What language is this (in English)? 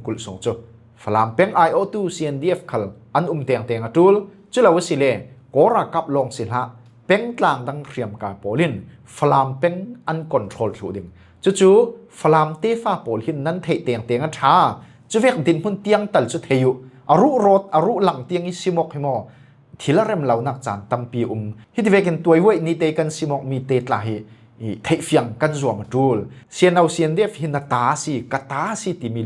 Falam Chin